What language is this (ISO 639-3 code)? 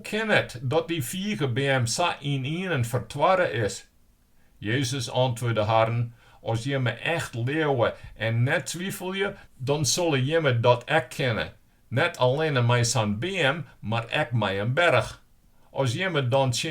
fry